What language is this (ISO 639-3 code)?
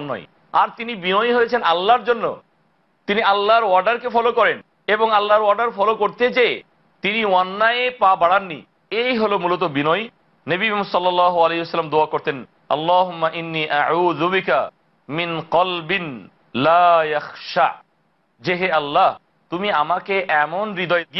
ben